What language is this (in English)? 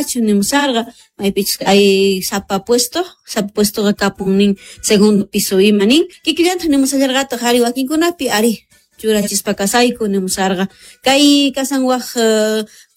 South Bolivian Quechua